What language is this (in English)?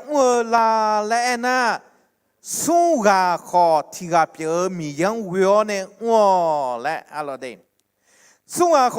Akha